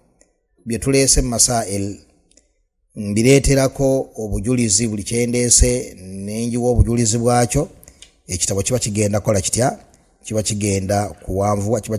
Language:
Ganda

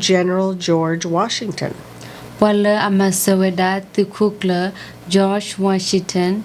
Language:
S'gaw Karen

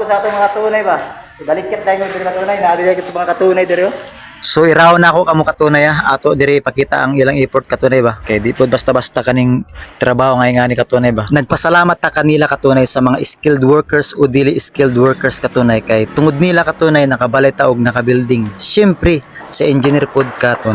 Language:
Cebuano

